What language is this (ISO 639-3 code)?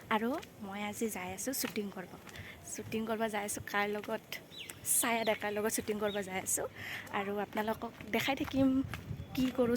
asm